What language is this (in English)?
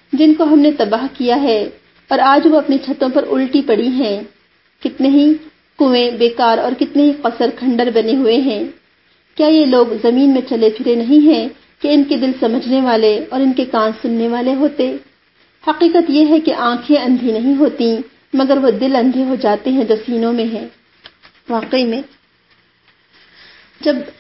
Urdu